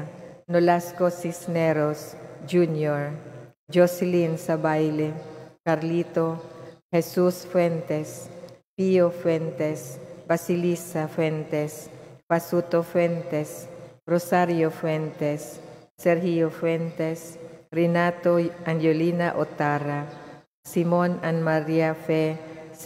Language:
Cebuano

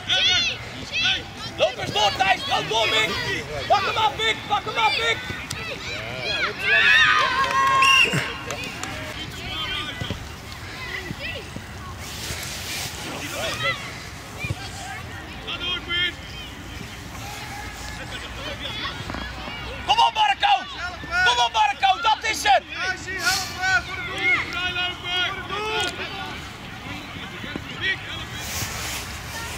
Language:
Dutch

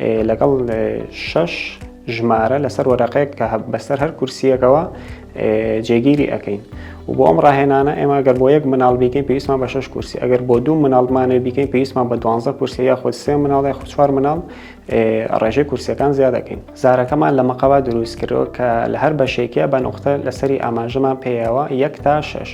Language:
Central Kurdish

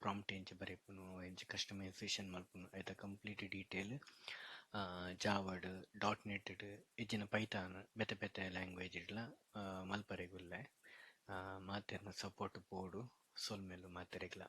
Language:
Tulu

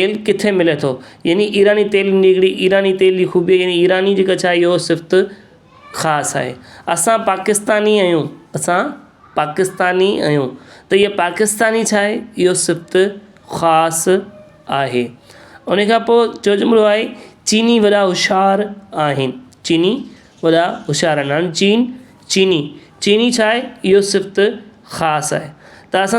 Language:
Sindhi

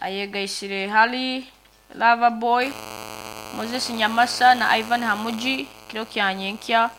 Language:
Nyankole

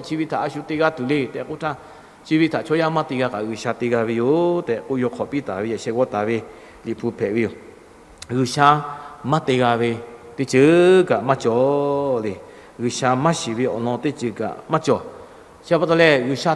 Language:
Lahu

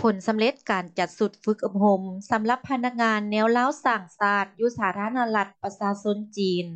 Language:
Lao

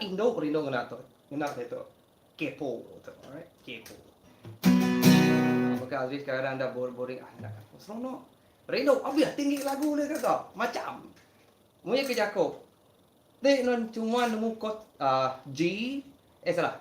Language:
Iban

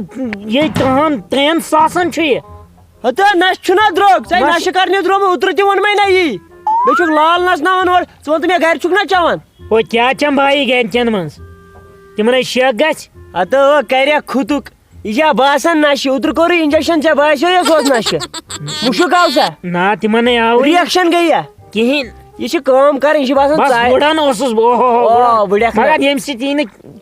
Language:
Kashmiri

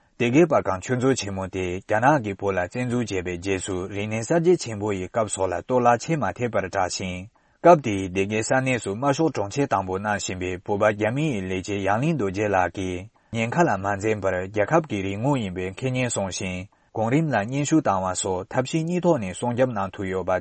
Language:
Tibetan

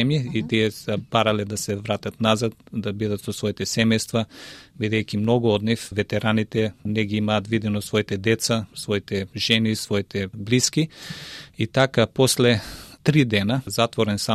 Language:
Macedonian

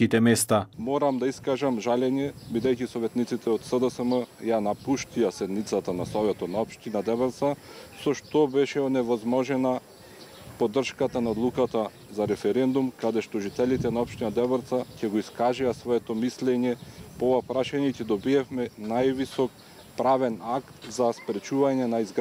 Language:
Macedonian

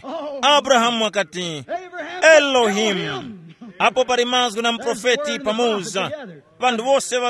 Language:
Tumbuka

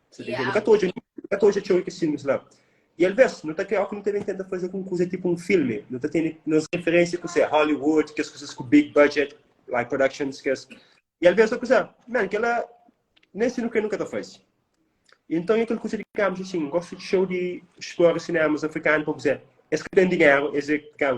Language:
Kabuverdianu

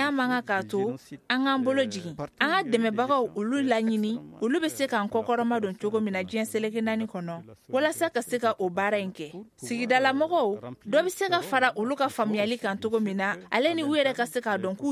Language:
Bambara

